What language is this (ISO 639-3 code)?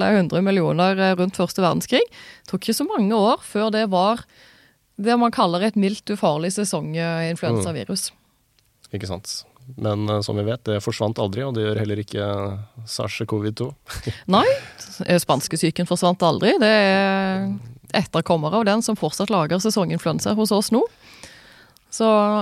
nor